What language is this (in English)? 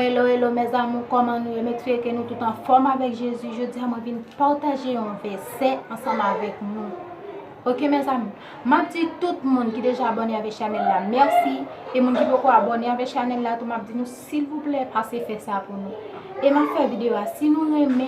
Haitian Creole